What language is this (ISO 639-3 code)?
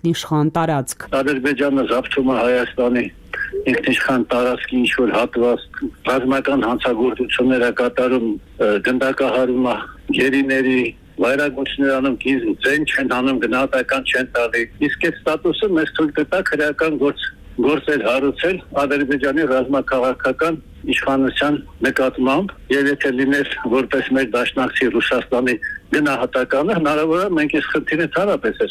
hye